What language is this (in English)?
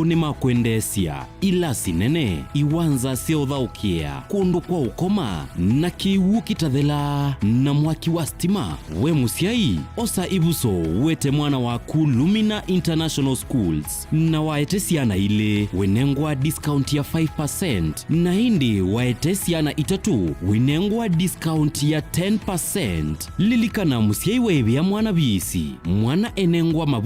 Kamba